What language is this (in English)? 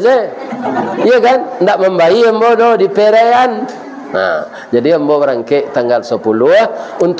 Minangkabau